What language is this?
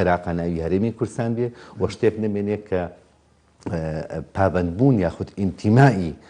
Central Kurdish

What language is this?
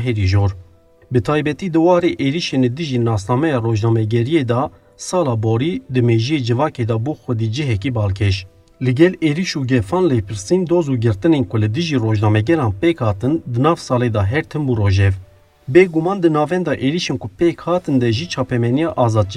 Kurdish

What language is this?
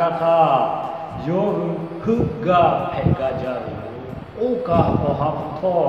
Lahu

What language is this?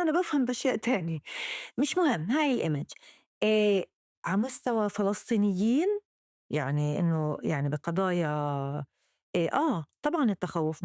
North Levantine Arabic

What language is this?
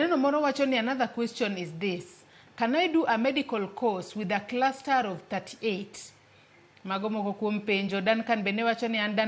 Luo (Kenya and Tanzania)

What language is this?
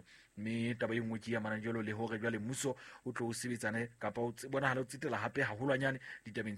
Southern Sotho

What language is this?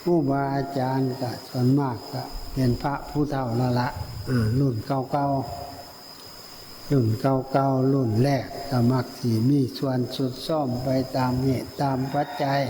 Northeastern Thai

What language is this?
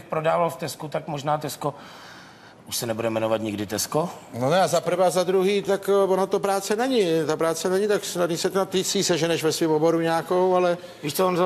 Czech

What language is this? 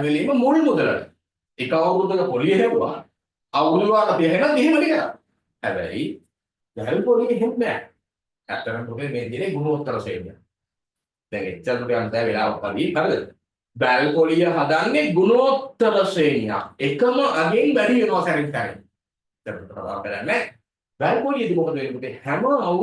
Sinhala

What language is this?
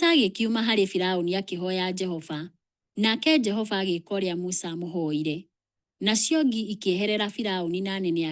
Kikuyu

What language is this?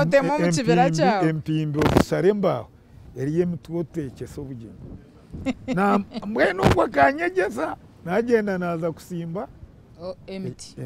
Nyankole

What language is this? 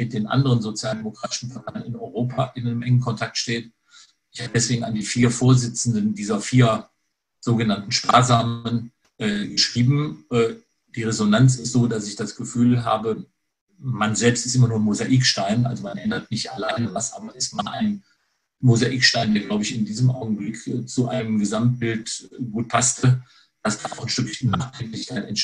German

